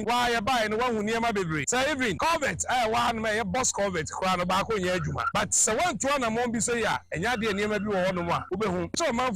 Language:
Akan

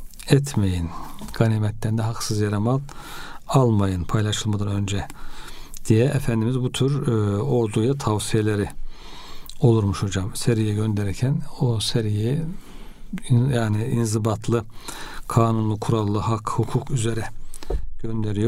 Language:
Turkish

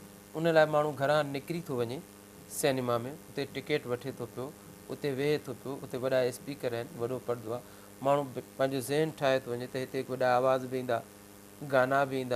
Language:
Sindhi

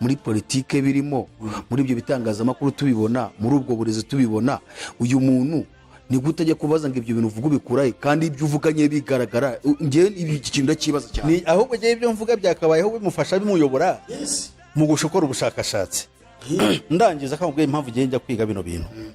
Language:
Kinyarwanda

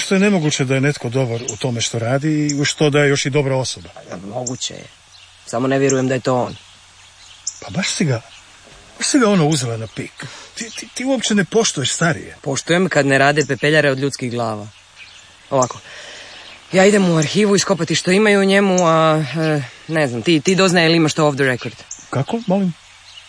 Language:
Croatian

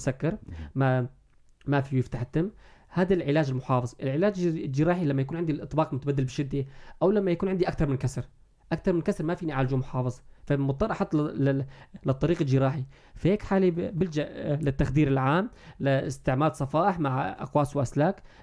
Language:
North Levantine Arabic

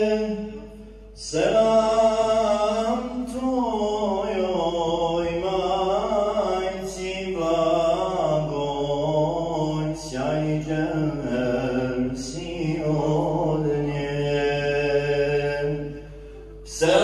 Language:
Bosnian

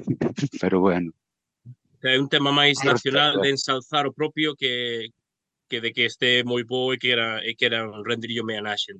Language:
Galician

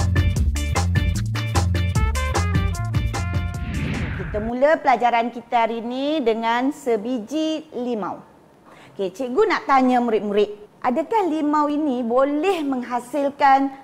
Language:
Malay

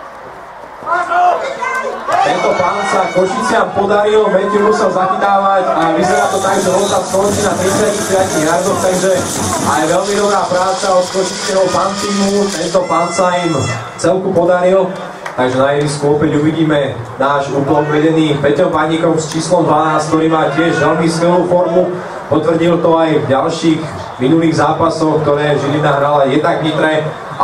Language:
Slovak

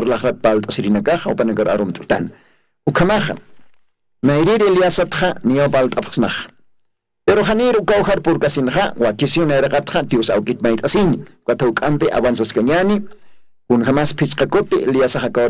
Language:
Aymara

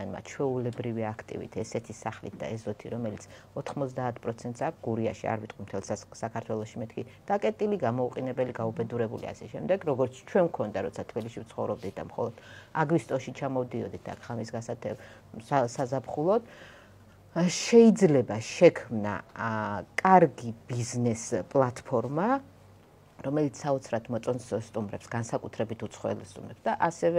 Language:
Georgian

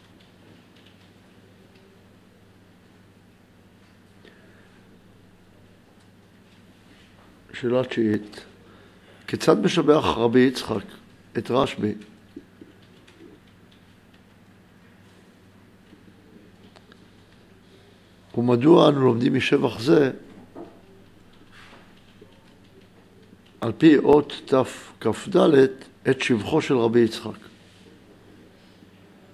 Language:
Hebrew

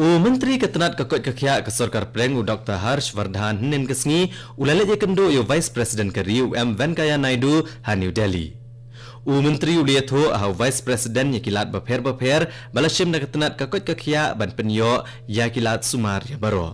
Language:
Khasi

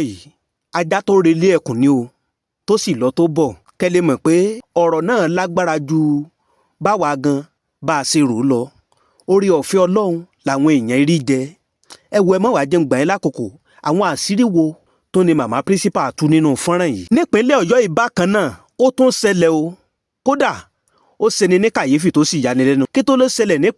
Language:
Yoruba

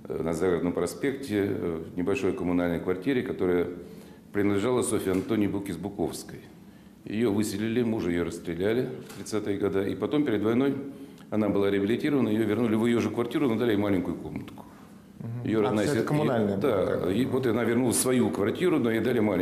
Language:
Russian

